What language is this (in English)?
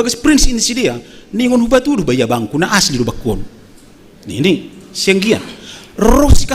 Batak Simalungun